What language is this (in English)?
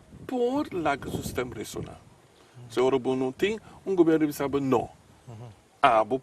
Papiamento